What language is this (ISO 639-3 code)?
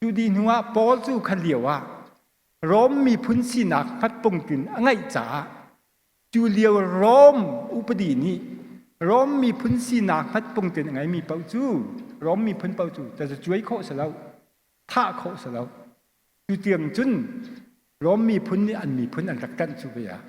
cnh